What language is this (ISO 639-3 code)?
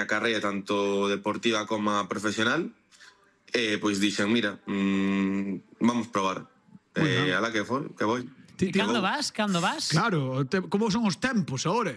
glg